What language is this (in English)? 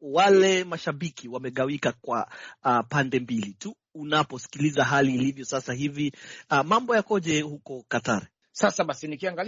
Swahili